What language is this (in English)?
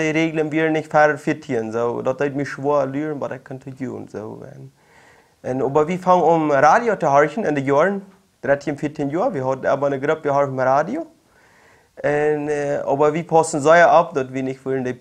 Plautdietsch